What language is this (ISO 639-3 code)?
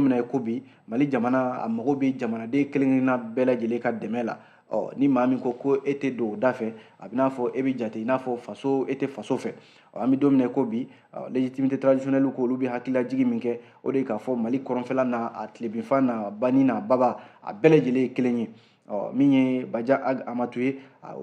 bam